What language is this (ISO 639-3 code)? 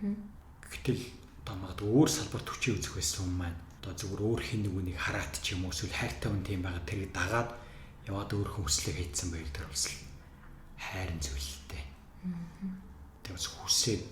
mon